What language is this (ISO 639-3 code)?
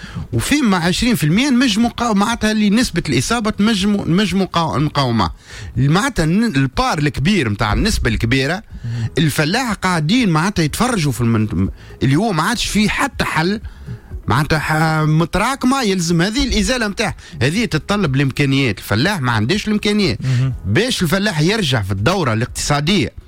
aeb